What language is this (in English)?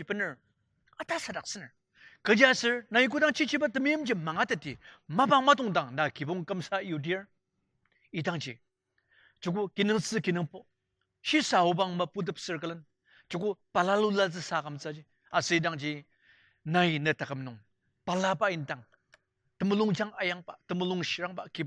Ao Naga